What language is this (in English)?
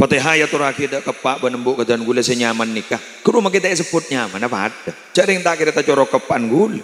Madurese